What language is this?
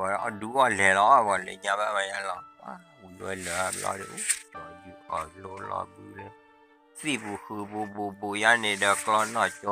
S'gaw Karen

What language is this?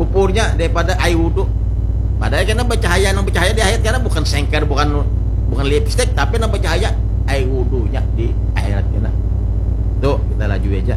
Banjar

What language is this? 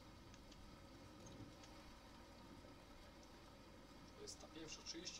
Polish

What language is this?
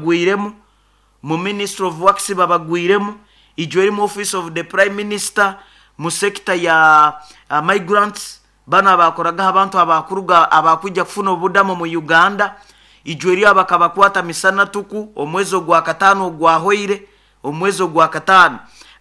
Nyoro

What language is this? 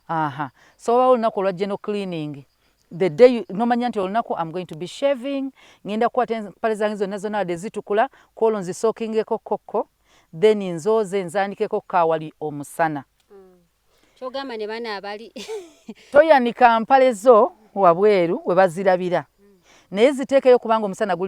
Ganda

